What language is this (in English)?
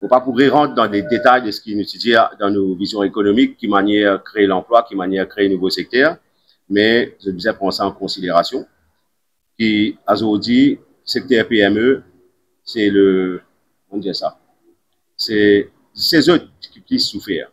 Morisyen